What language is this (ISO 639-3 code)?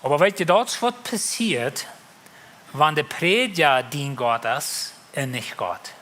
pdt